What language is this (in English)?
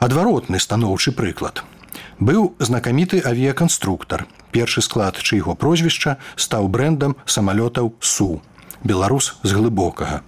Belarusian